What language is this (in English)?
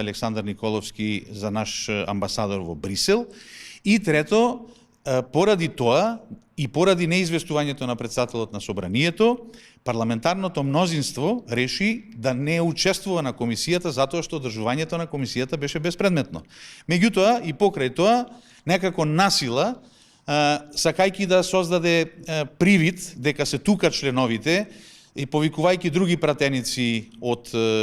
Macedonian